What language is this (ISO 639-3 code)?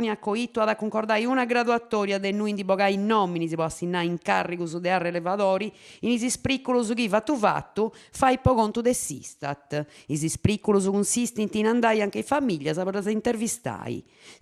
srd